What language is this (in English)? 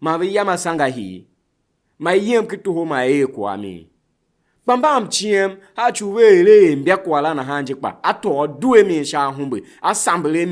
Tiv